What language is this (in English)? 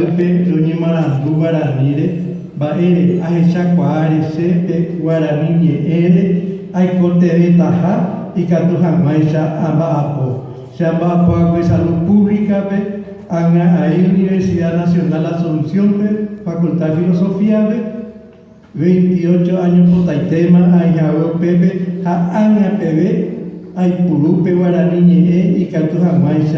Guarani